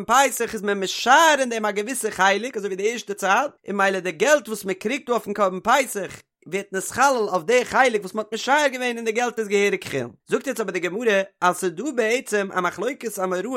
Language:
Yiddish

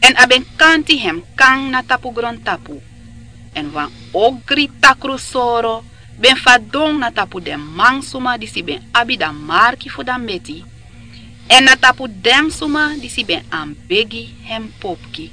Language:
Sranan Tongo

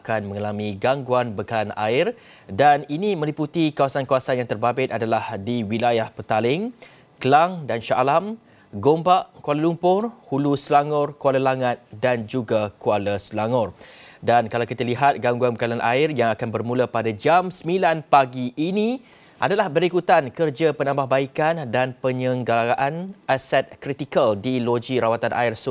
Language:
Malay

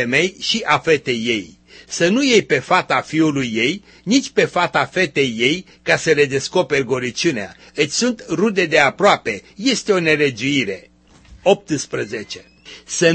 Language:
Romanian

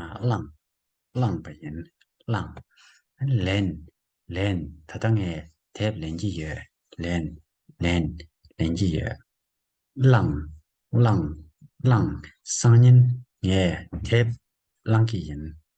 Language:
Tibetan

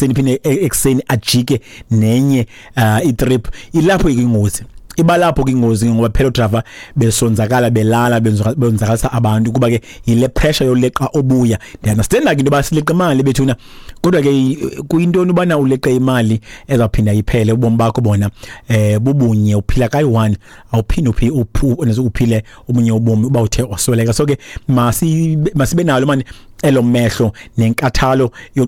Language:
Xhosa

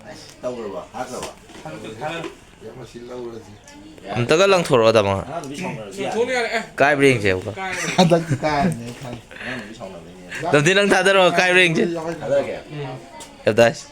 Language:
Manipuri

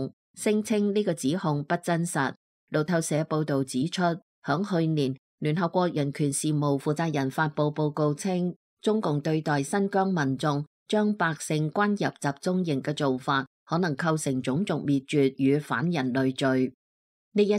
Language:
Cantonese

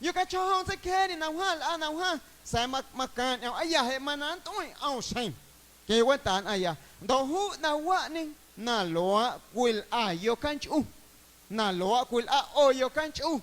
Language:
Guerrero Amuzgo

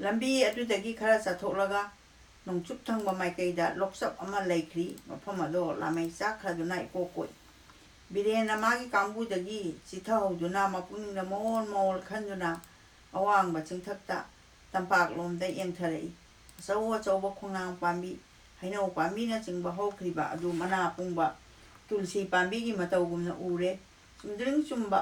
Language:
Manipuri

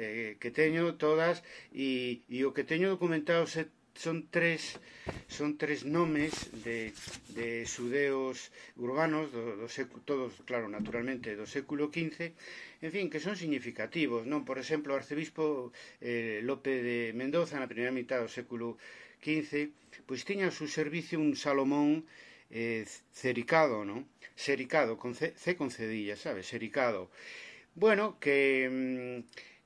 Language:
Galician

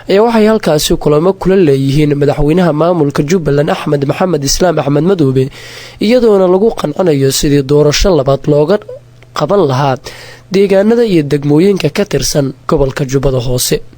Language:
Somali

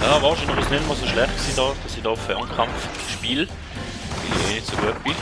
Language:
Swiss German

